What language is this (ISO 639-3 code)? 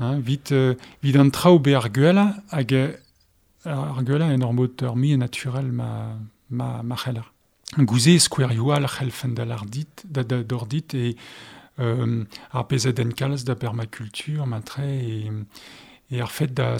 bre